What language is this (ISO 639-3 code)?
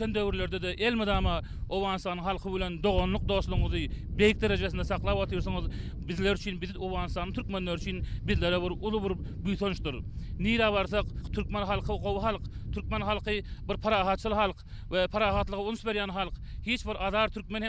tuk